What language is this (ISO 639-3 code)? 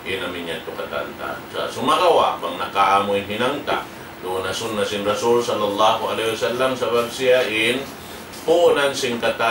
tsg